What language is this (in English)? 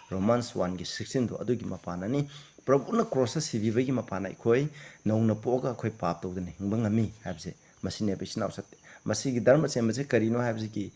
Manipuri